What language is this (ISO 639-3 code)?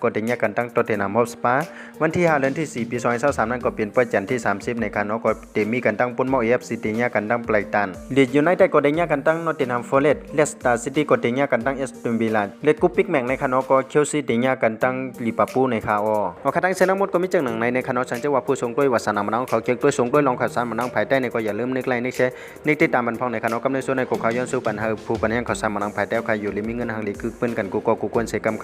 shn